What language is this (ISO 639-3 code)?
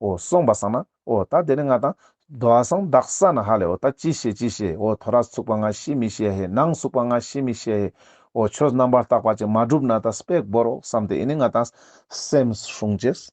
lbj